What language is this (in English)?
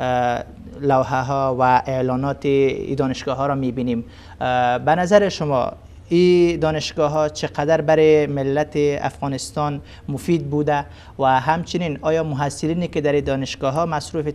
Persian